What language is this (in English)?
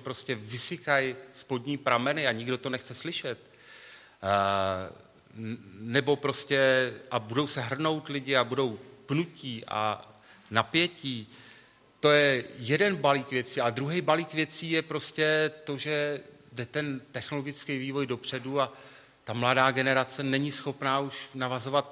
Czech